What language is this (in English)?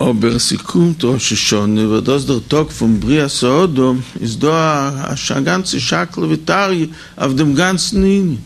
Yiddish